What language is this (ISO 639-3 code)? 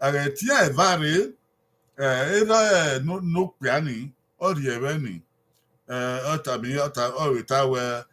bin